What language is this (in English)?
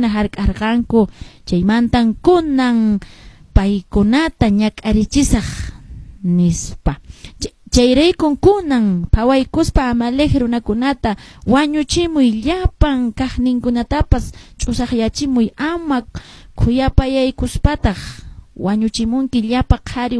Quechua